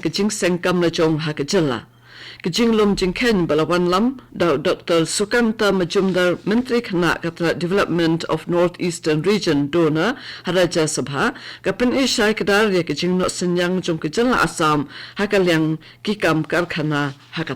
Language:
Khasi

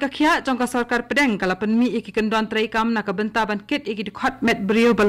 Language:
Khasi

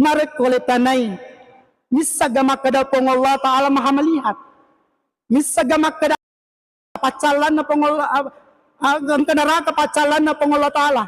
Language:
Buginese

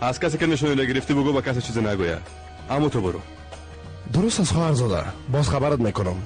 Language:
Persian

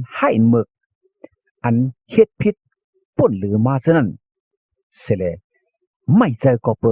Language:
Shan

